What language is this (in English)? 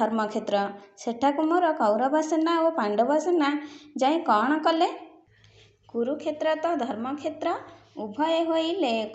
Odia